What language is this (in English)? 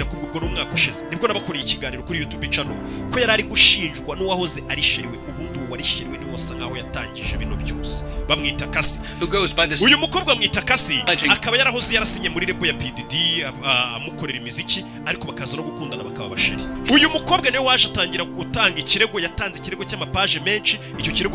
Kinyarwanda